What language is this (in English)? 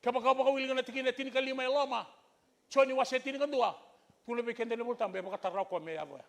Fijian